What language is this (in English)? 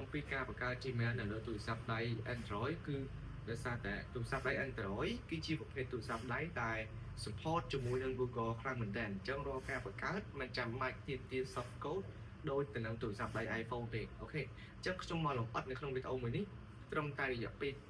Khmer